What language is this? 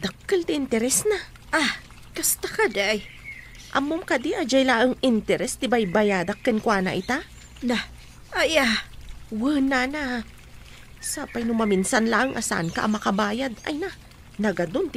Iloko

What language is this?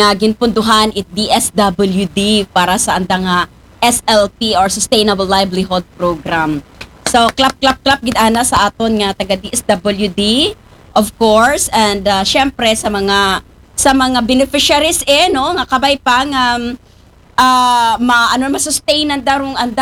Aklanon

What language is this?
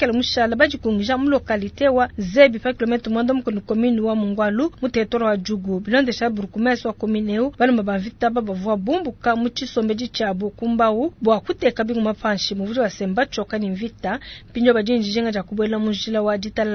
Luba-Lulua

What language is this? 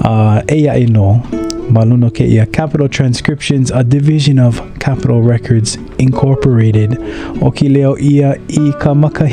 Hawaiian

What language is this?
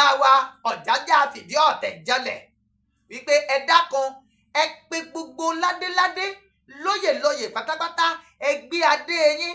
Yoruba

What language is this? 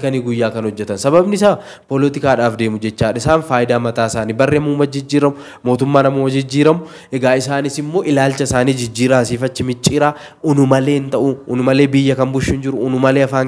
Oromo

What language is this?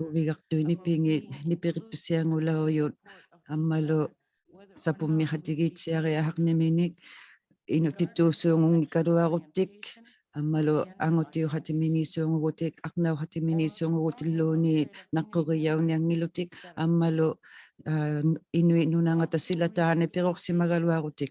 Inuktitut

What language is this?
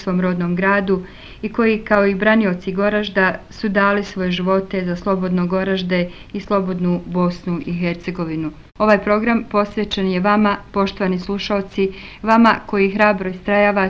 Bosnian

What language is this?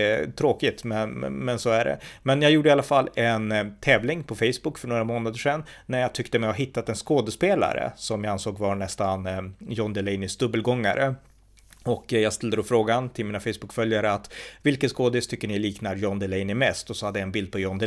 Swedish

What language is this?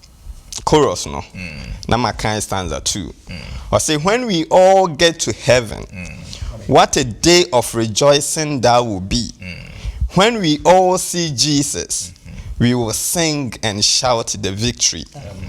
Akan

